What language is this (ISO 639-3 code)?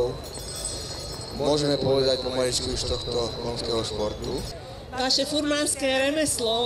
slk